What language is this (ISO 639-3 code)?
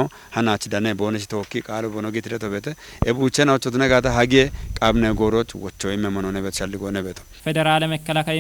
kbr